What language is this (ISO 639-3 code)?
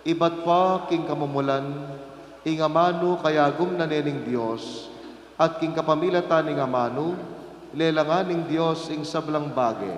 pam